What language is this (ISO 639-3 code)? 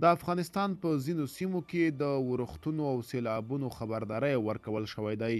pus